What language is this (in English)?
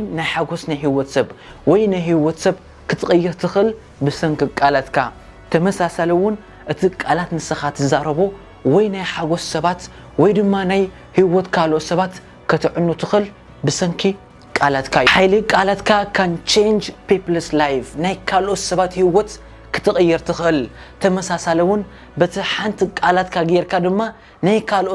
Tigrinya